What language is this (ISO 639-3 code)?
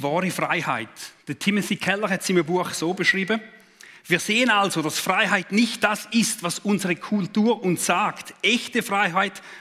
gsw